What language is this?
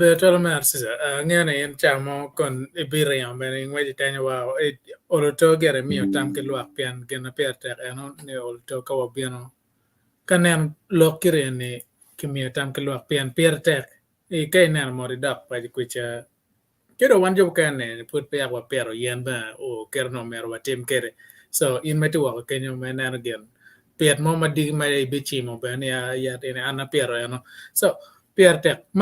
Acoli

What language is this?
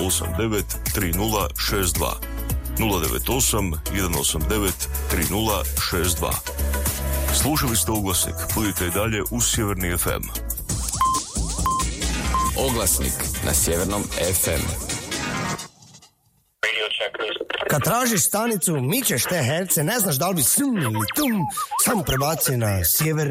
Croatian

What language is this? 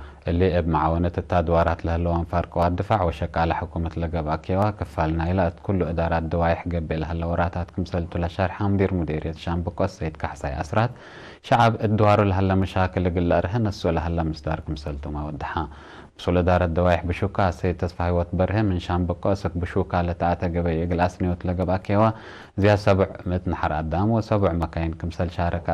Tigre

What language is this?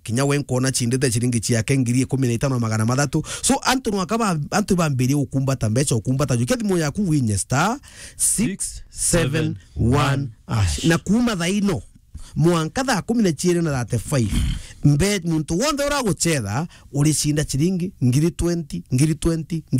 Meru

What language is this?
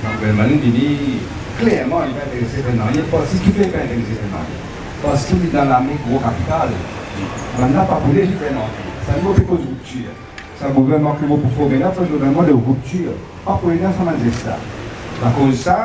Morisyen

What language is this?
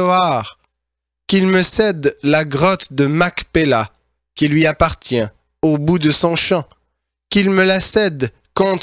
French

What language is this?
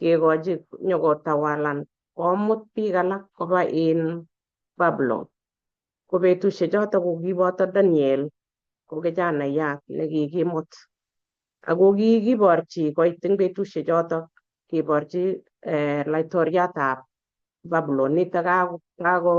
Kalenjin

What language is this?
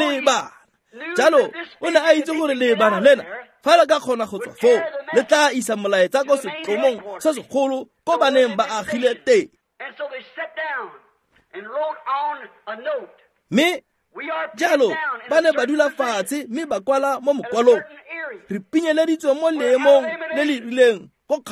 Tswana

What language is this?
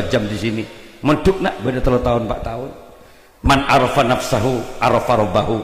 Madurese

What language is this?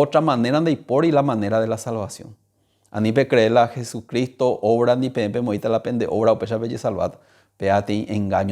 Guarani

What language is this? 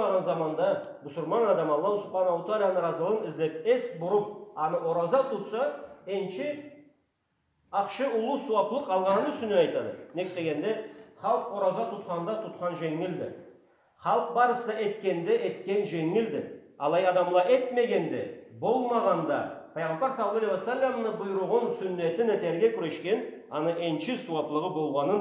Karachay-Balkar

